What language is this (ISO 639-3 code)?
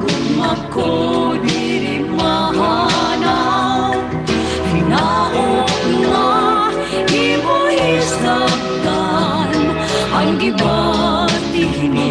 war